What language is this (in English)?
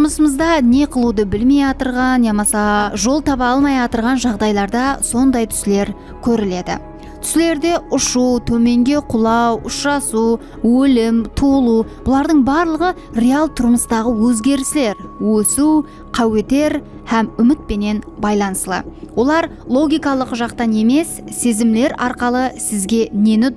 Kara-Kalpak